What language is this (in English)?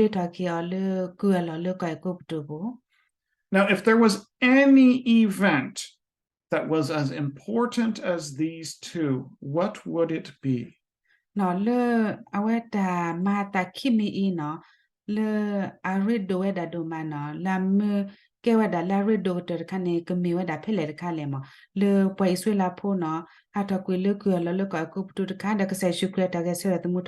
S'gaw Karen